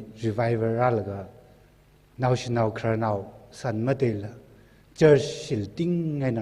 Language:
Tangkhul Naga (India)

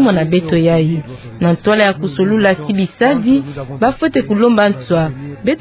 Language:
Kituba (Democratic Republic of Congo)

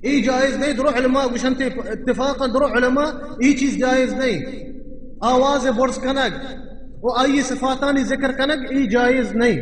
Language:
Baluchi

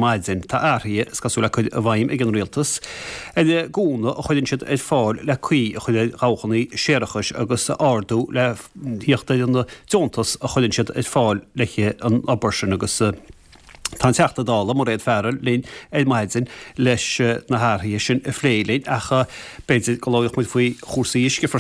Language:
Irish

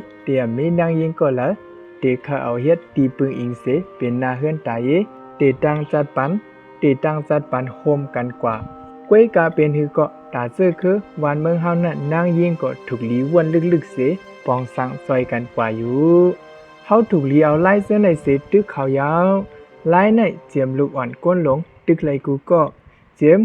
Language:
Shan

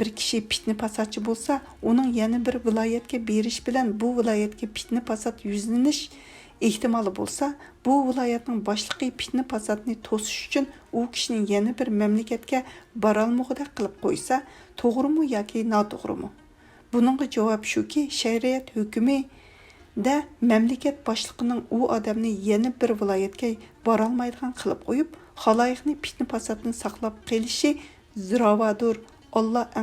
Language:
Uyghur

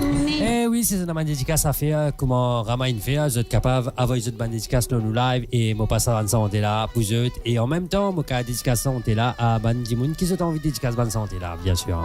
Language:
Morisyen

